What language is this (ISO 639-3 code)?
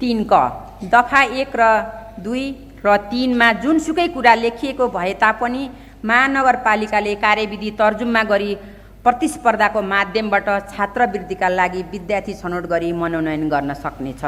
nep